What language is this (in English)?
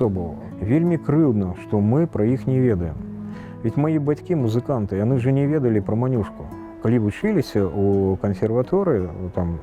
Belarusian